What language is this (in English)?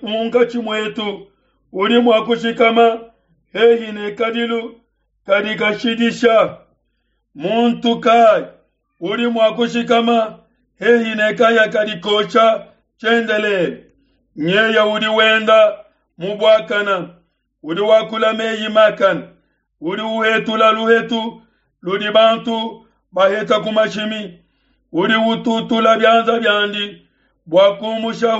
Luba-Lulua